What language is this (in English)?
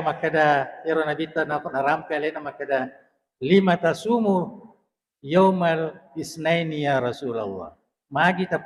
Buginese